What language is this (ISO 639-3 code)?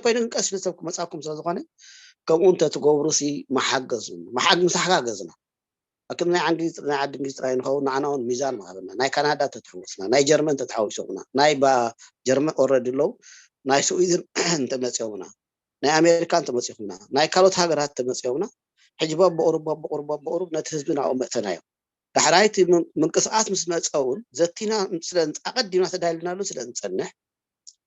tir